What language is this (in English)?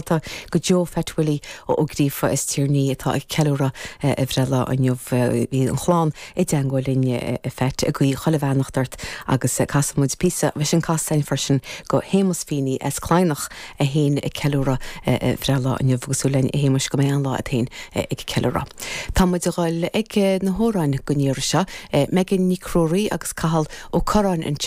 Irish